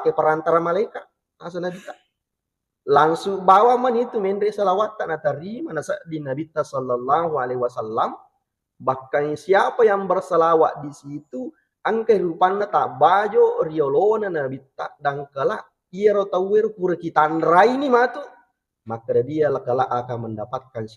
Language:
Buginese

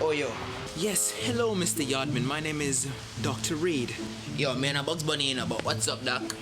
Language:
Jamaican Creole English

